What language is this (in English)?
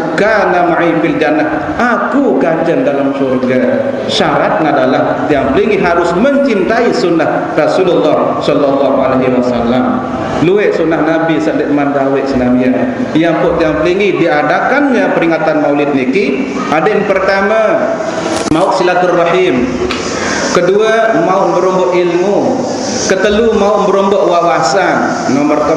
Sasak